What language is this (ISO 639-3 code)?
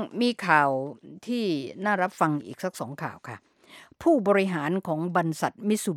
tha